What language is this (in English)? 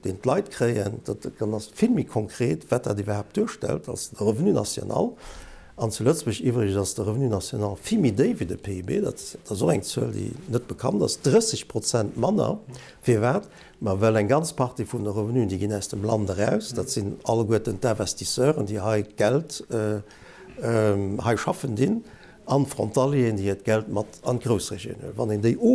Luxembourgish